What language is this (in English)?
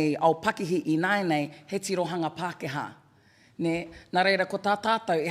Māori